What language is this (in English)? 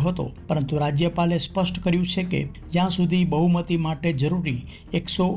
Gujarati